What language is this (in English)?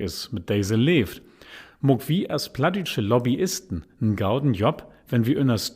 Low German